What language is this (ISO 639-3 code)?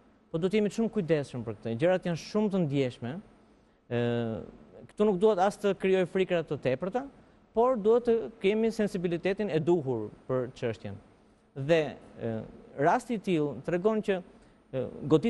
sqi